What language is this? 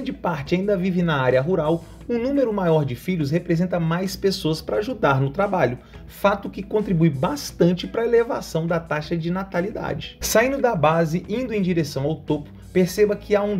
Portuguese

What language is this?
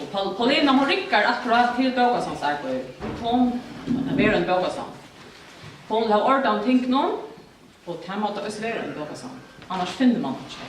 Faroese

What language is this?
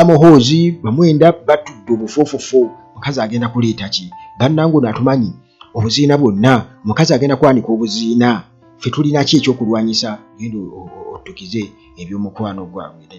Ganda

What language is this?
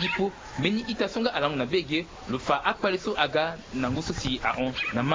Sango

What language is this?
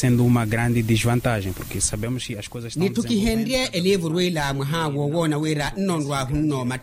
Makhuwa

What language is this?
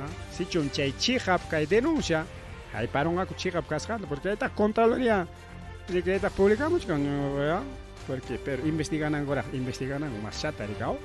Ayacucho Quechua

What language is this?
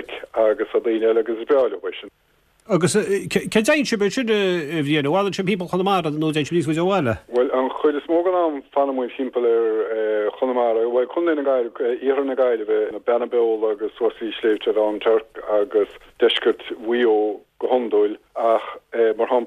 Irish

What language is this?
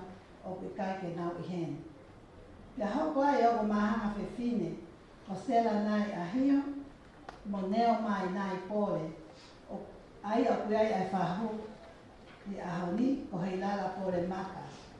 Tongan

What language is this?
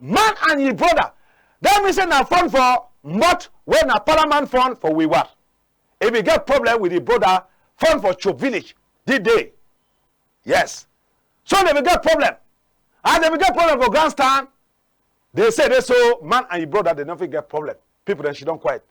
Cameroon Pidgin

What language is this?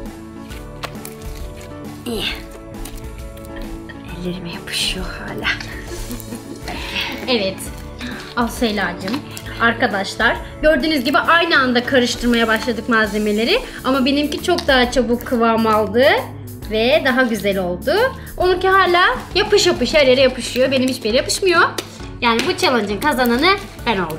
Turkish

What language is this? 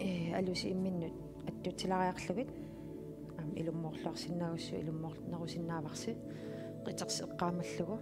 Kalaallisut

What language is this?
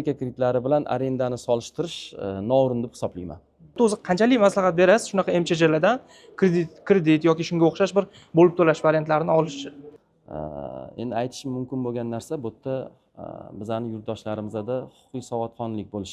Uzbek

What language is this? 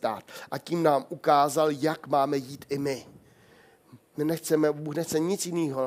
Czech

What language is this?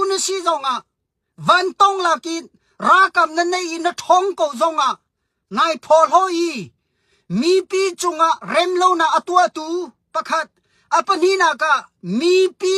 Hakha Chin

